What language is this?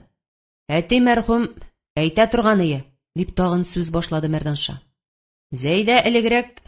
Tatar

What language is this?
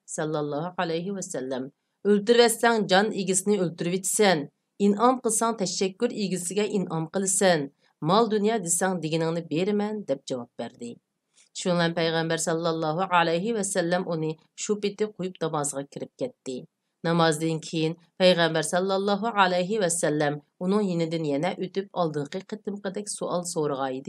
Uyghur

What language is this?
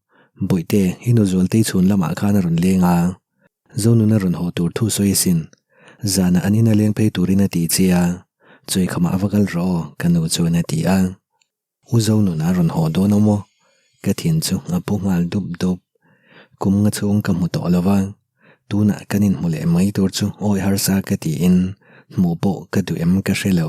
Mizo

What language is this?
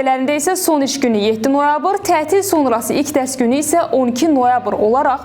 Azerbaijani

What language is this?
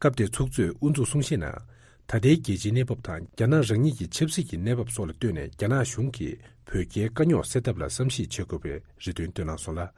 Tibetan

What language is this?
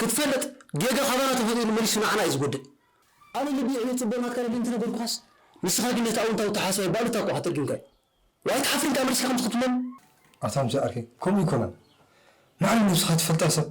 Tigrinya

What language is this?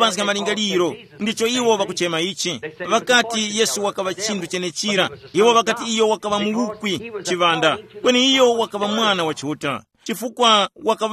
Tumbuka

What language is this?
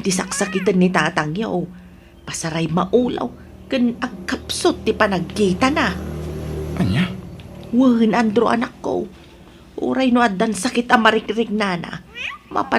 Iloko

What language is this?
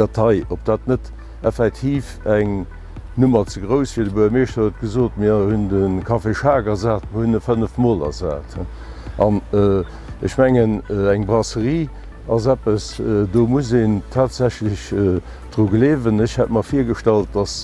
Luxembourgish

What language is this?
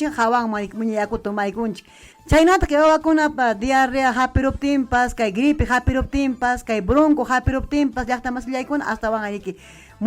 Ayacucho Quechua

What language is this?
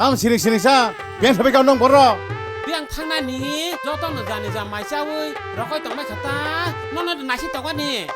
Kok Borok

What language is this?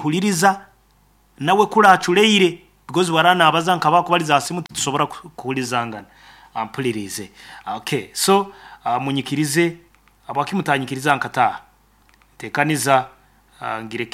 Nyankole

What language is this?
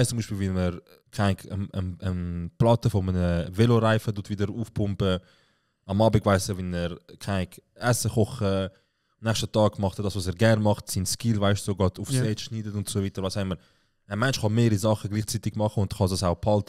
Swiss German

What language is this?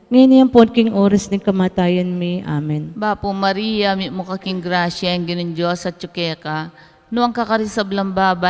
Pampanga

